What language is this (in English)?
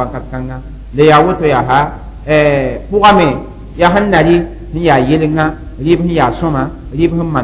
Mossi